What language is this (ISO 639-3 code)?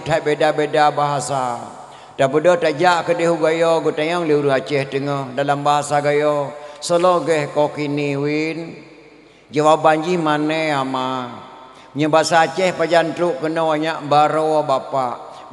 ace